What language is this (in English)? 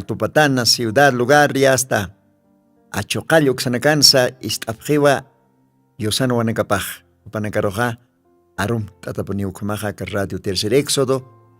Aymara